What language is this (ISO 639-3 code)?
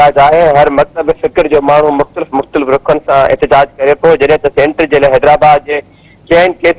snd